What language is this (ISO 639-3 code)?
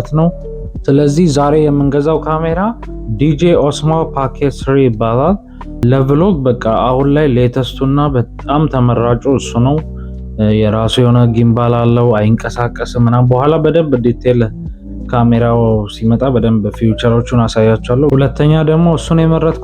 amh